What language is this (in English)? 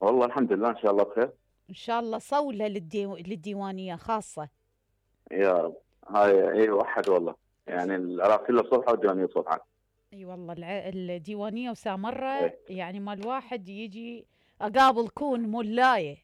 Mesopotamian Arabic